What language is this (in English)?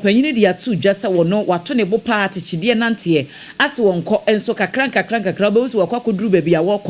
Akan